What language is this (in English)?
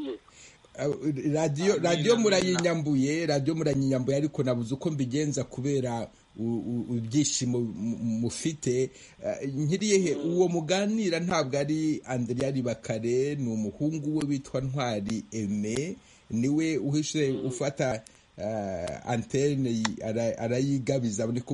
Kinyarwanda